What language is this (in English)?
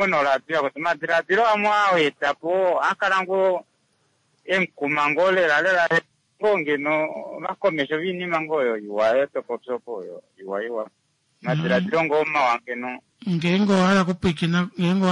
Kuanyama